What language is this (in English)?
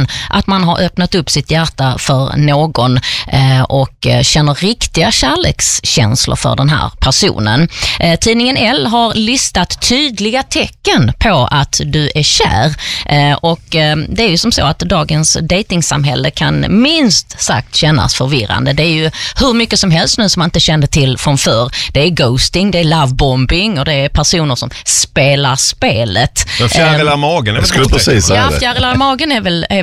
Swedish